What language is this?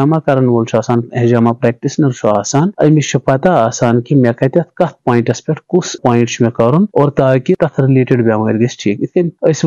Kashmiri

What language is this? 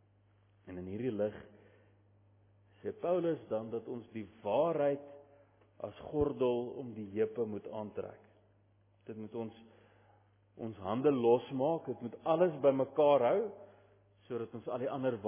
Afrikaans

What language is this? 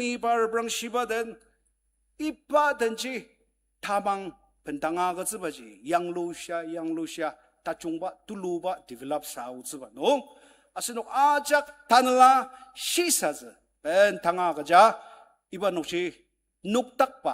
Ao Naga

